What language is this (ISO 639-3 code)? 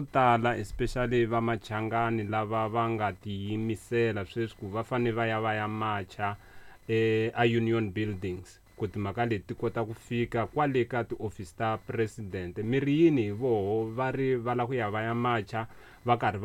tso